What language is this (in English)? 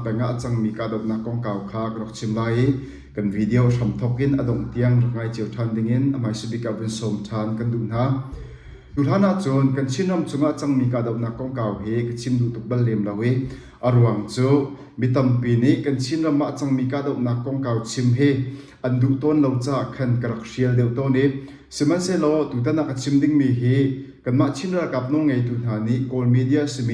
Hakha Chin